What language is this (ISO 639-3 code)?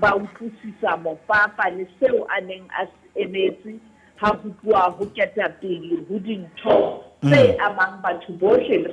sot